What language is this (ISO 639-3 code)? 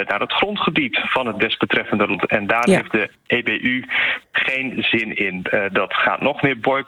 nld